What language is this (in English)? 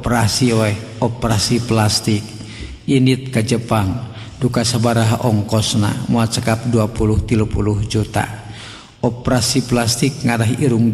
Sundanese